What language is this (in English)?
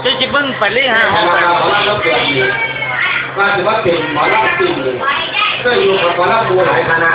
Lao